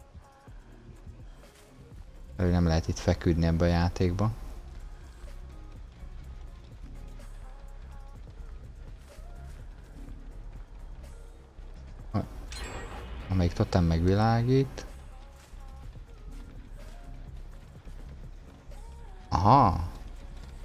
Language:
Hungarian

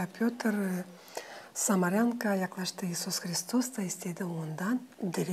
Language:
Gagauz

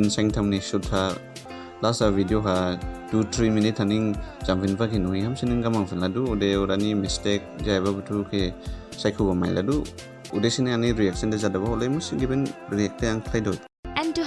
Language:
Dimasa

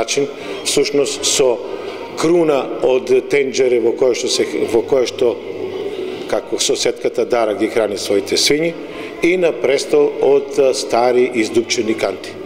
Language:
Macedonian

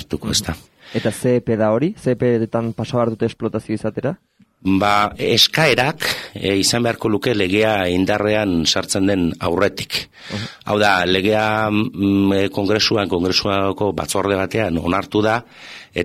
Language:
Basque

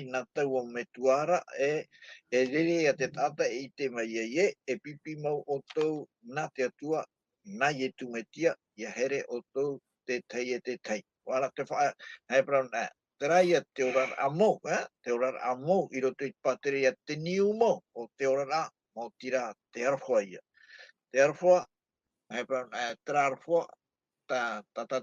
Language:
Tahitian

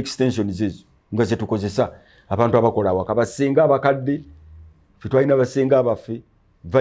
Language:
Ganda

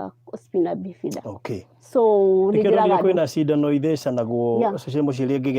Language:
Kikuyu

